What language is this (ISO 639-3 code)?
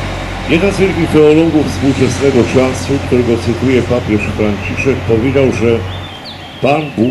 pol